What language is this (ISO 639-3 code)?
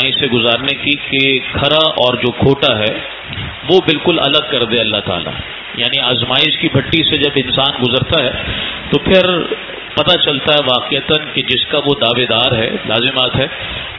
urd